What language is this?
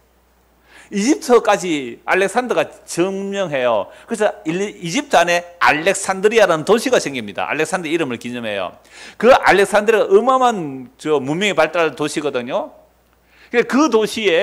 Korean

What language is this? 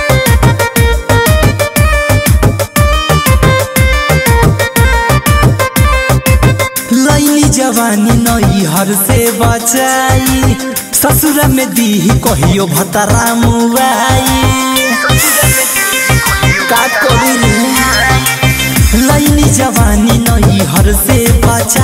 Bhojpuri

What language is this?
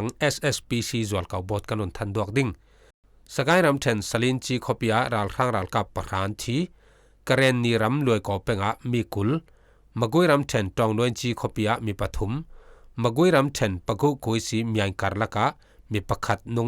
Falam Chin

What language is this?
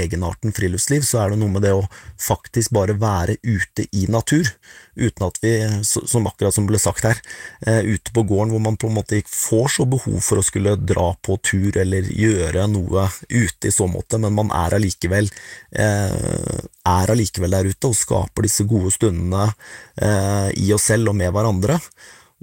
Norwegian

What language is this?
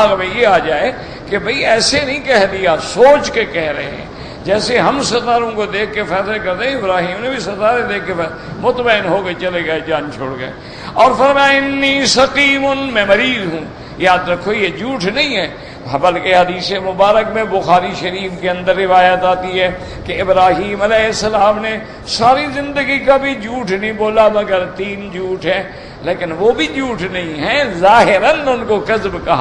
Urdu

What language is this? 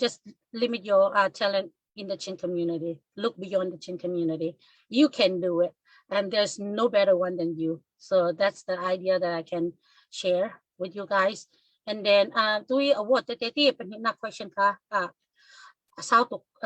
Falam Chin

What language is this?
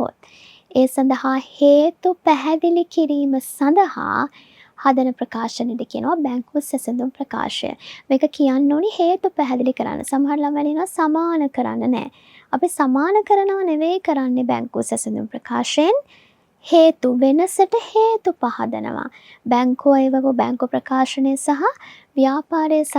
Sinhala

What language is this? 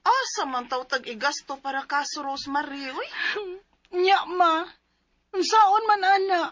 Cebuano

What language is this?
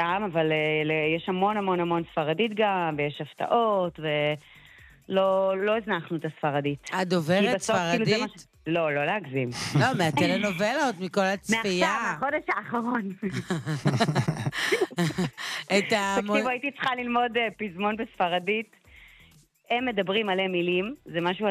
Hebrew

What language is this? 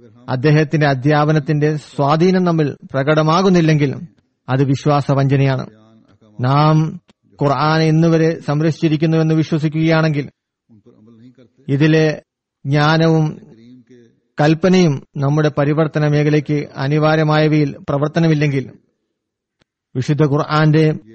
Malayalam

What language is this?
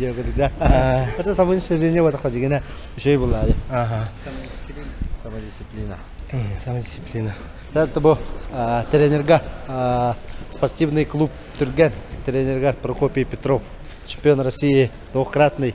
Yakut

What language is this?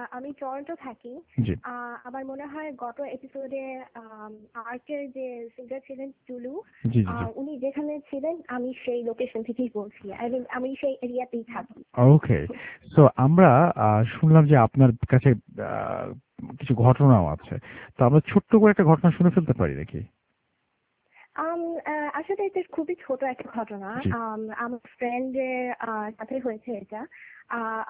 Bangla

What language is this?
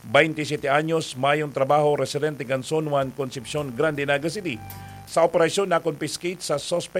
Bikol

